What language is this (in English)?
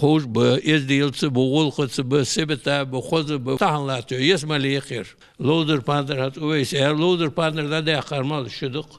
Ingush